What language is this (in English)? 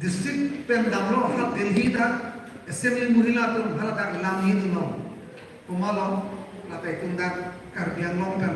Karbi